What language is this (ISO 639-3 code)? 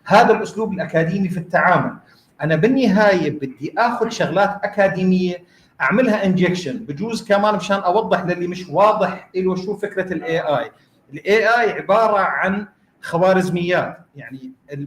apc